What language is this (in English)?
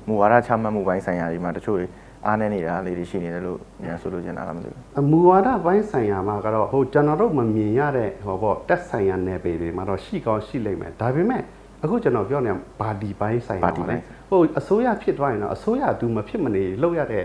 Burmese